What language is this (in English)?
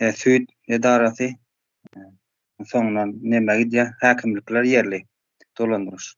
Turkmen